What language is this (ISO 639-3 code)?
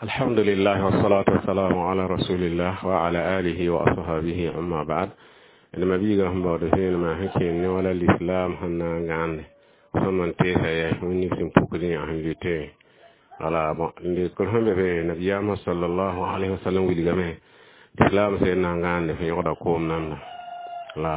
mos